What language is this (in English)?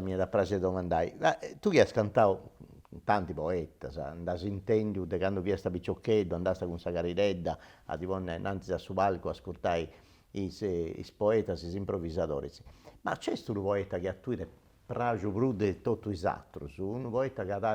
Sardinian